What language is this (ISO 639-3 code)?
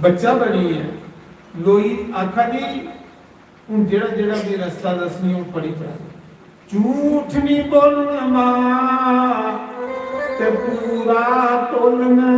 doi